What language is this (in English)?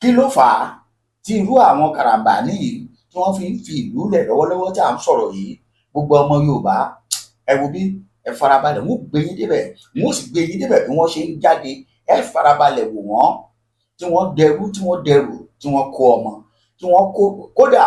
Yoruba